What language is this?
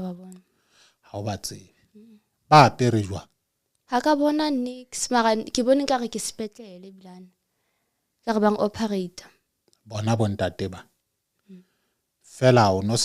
Southern Sotho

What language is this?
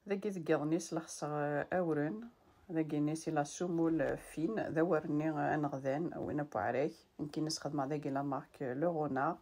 Kabyle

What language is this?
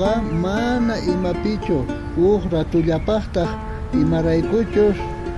South Bolivian Quechua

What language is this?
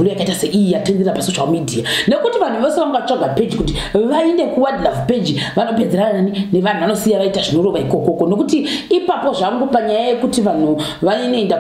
Shona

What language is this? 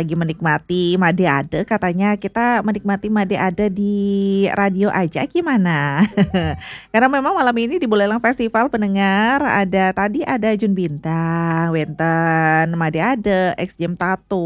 Balinese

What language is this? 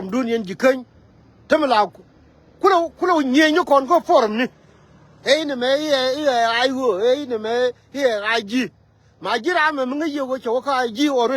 Nuer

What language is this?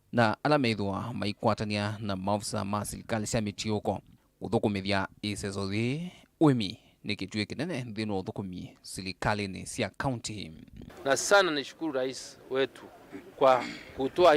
Kamba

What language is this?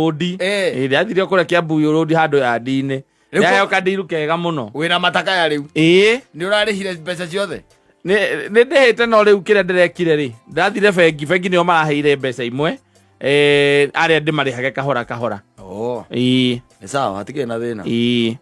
Kikuyu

